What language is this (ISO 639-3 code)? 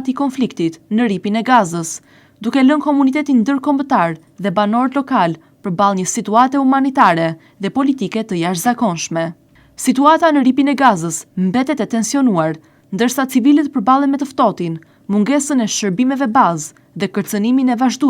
sqi